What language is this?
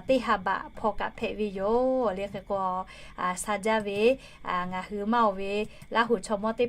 Lahu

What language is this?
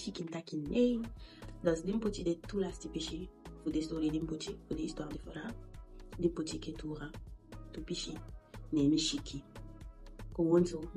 Eastern Maroon Creole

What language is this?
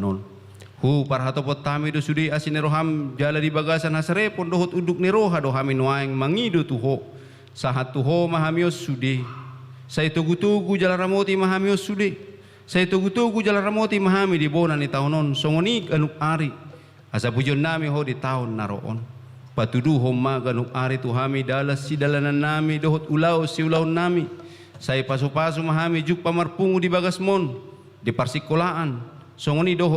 Batak Toba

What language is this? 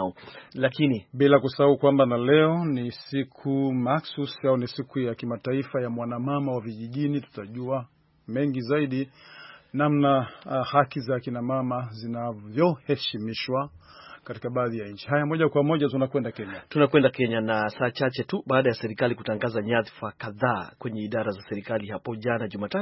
Swahili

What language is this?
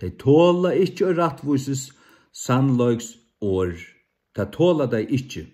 Faroese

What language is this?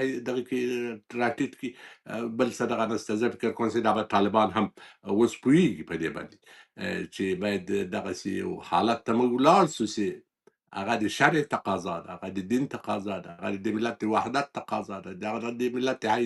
Pashto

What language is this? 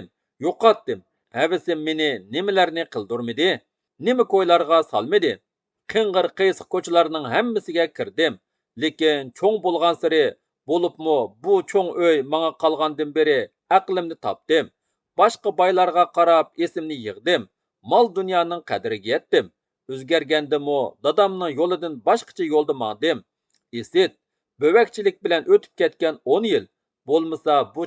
Uyghur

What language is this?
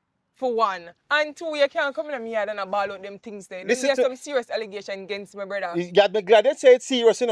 Jamaican Creole English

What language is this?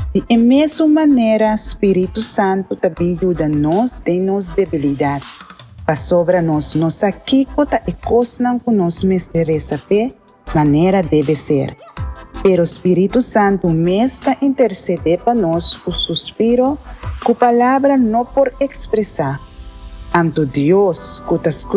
Papiamento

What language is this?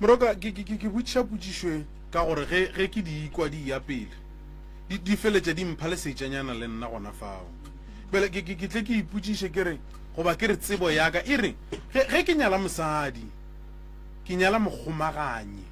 Northern Sotho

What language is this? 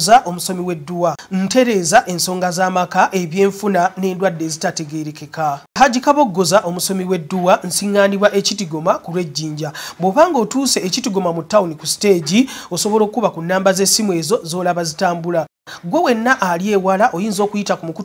Ganda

